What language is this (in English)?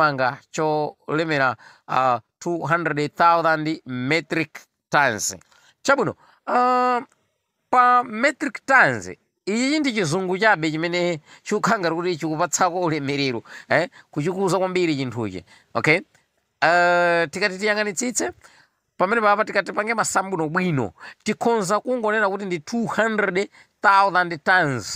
Nyanja